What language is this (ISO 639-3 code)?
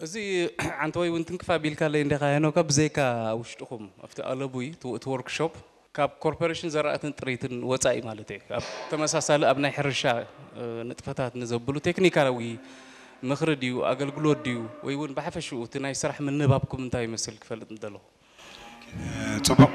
tir